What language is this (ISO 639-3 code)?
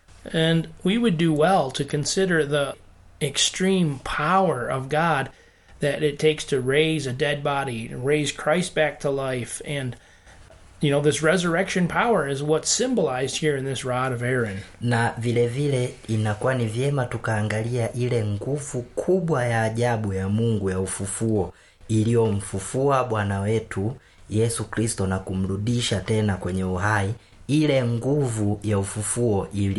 swa